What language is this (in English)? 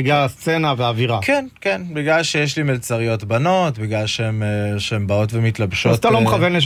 Hebrew